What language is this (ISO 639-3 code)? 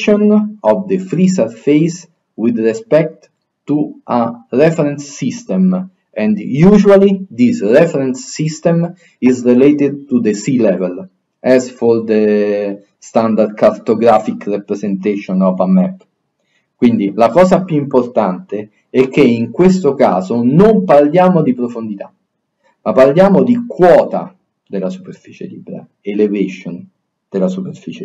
lat